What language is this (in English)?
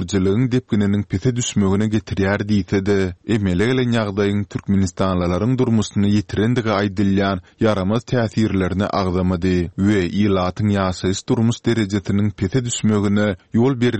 Turkmen